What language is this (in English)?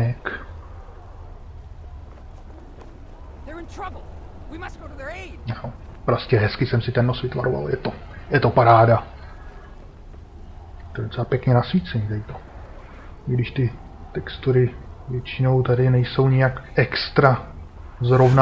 Czech